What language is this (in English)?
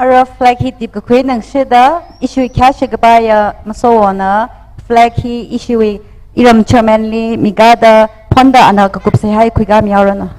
Tangkhul Naga (India)